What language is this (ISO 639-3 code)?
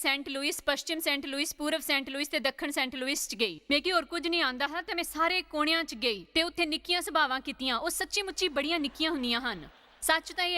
doi